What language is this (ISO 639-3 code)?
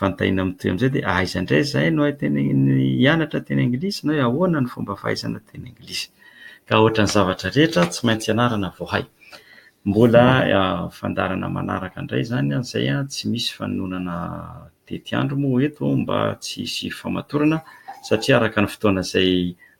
mlg